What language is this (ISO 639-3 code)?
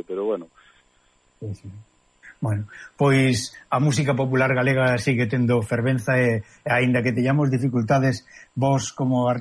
glg